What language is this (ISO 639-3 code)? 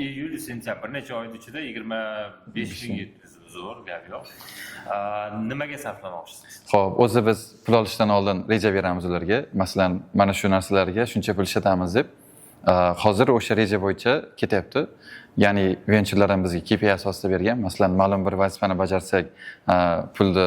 uzb